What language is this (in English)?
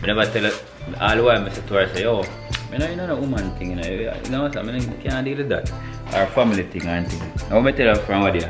Jamaican Creole English